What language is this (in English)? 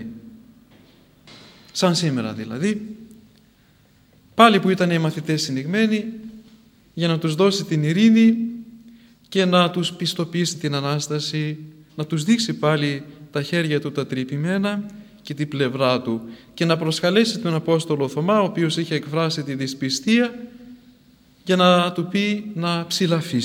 Greek